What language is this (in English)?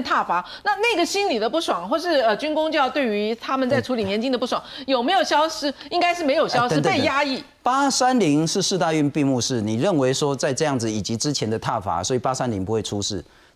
Chinese